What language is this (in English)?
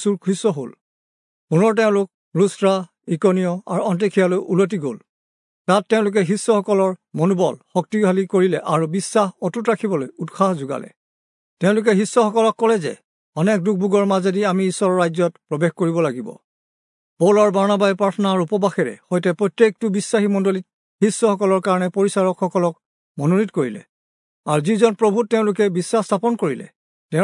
Assamese